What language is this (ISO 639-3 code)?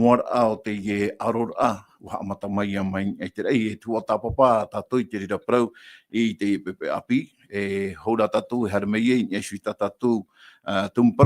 tah